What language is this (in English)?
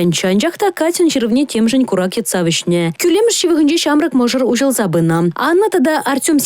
Chuvash